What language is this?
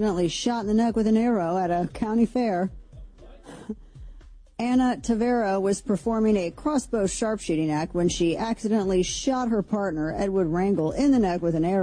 English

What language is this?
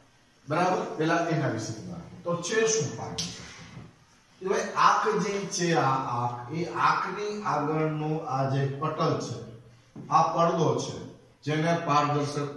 Gujarati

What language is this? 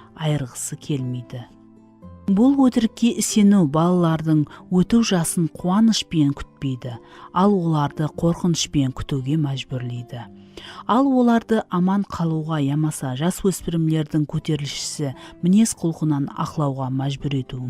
Kara-Kalpak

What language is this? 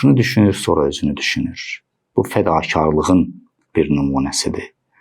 Azerbaijani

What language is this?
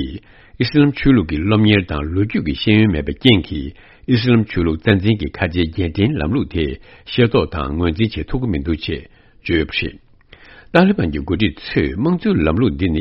Tibetan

